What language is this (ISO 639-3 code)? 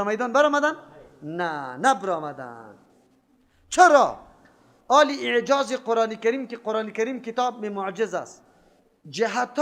fas